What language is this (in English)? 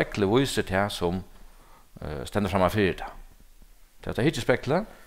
Faroese